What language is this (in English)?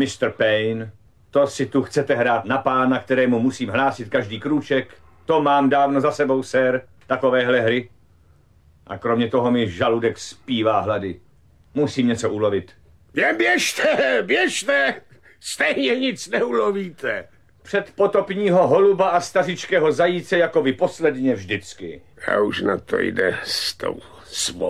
Czech